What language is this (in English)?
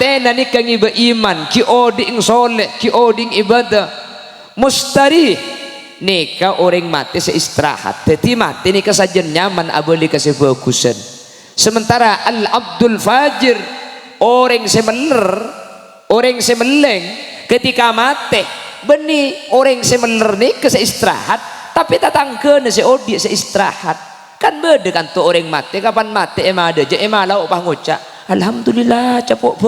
Madurese